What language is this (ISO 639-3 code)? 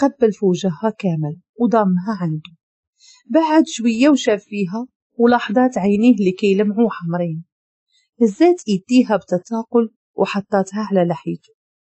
ary